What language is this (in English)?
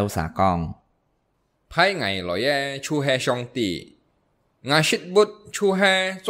Hakka Chinese